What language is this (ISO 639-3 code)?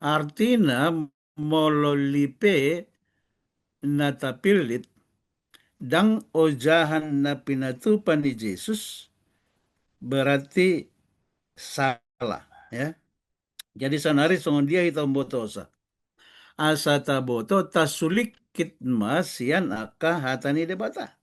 bbc